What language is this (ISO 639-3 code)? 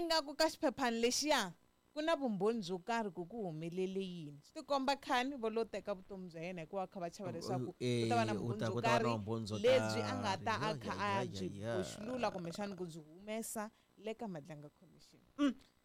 tso